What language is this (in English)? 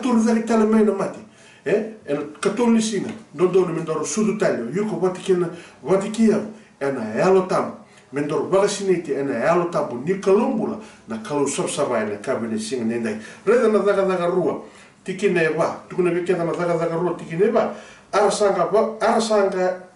Fijian